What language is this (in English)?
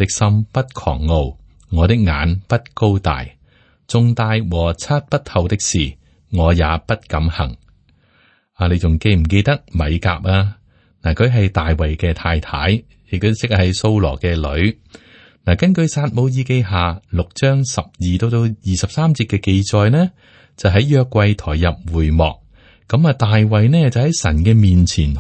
Cantonese